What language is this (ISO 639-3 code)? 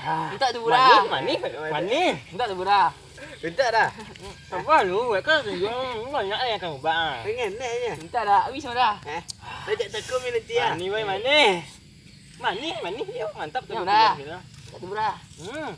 min